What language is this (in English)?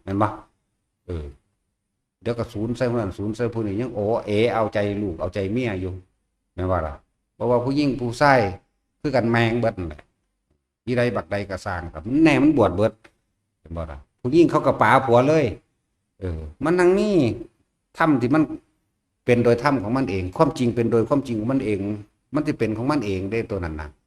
Northeastern Thai